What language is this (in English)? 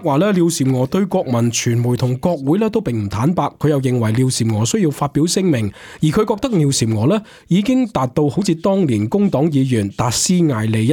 Cantonese